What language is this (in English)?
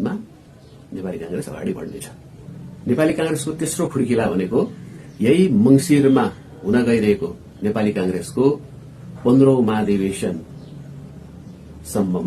Nepali